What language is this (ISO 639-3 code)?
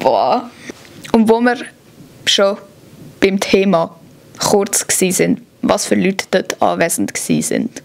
gsw